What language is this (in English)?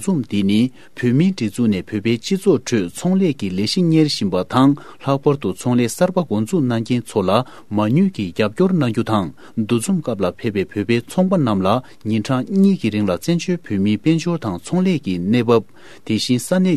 Tibetan